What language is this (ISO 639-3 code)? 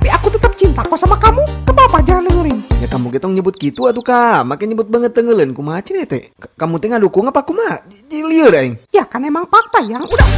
sun